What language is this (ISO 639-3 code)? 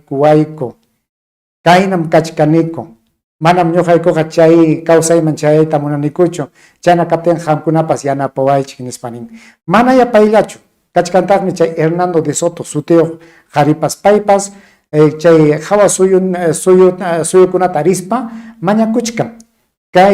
quy